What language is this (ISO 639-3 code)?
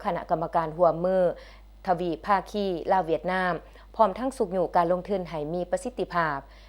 lao